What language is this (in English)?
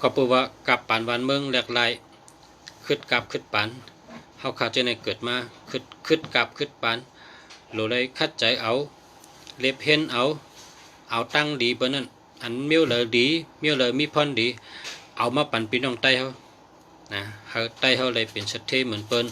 Shan